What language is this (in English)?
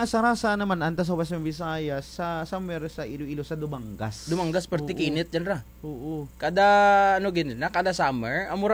Kinaray-a